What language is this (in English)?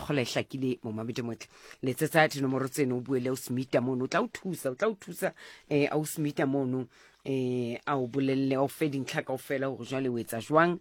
Southern Sotho